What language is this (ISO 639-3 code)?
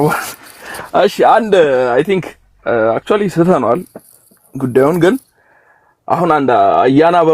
amh